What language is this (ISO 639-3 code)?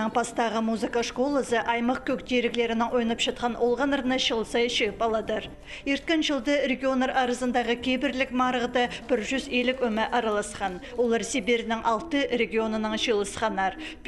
kjh